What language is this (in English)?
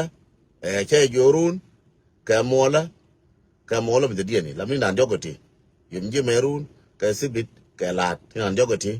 Nuer